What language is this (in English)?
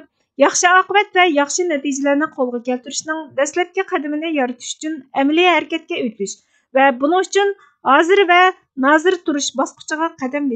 Uyghur